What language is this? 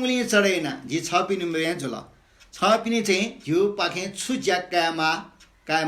Newari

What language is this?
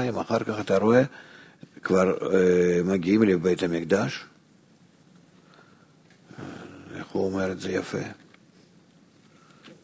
Hebrew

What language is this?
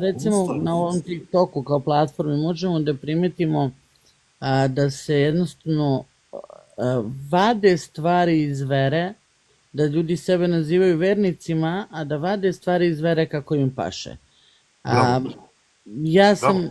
Bosnian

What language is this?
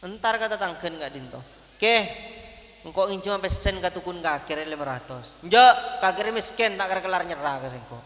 Madurese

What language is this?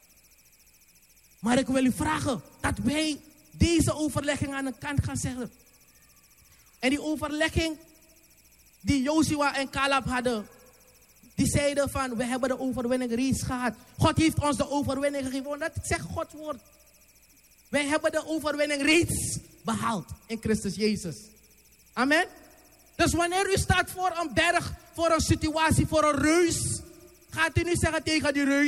Dutch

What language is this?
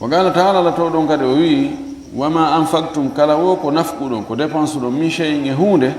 Fula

